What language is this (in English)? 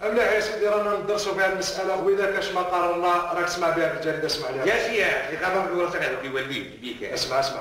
Algerian Arabic